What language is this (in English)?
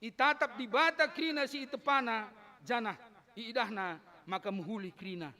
Batak Karo